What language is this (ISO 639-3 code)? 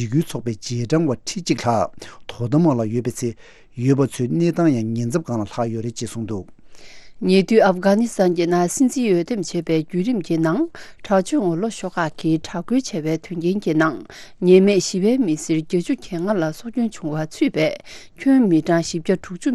bod